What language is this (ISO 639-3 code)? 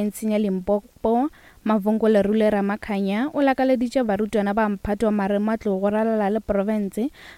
nso